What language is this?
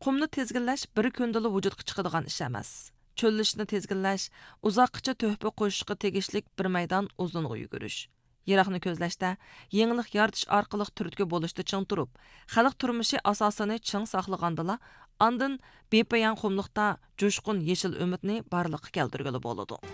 Uyghur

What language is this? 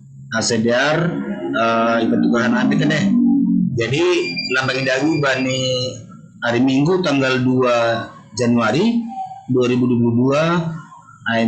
Batak Simalungun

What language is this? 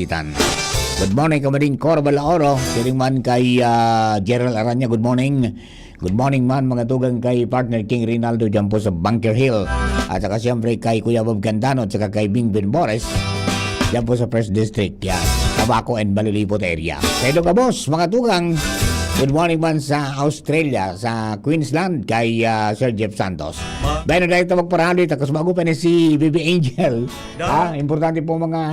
Bikol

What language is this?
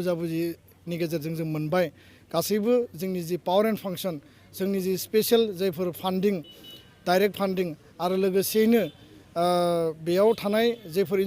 Bodo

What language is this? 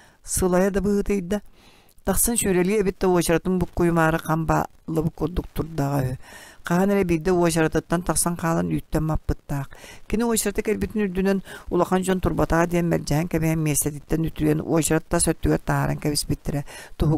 Yakut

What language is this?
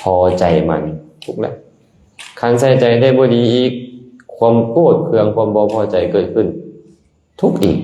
Lao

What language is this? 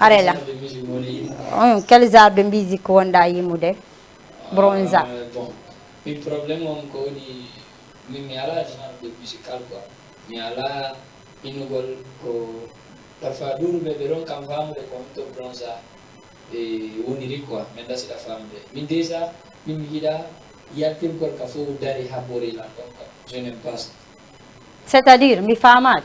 Fula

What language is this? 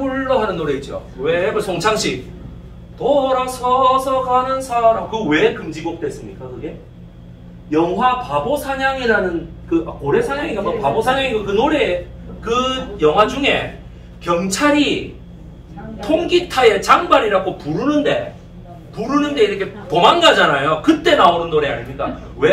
Korean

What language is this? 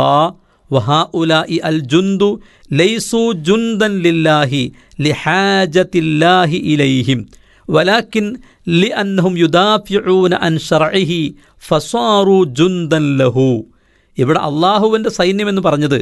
Malayalam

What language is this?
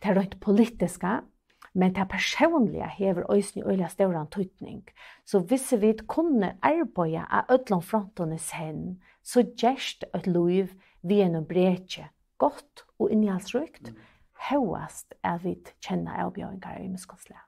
Faroese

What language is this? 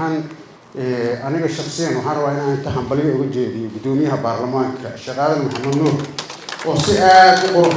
Somali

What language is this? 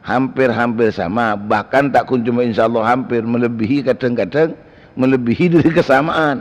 Madurese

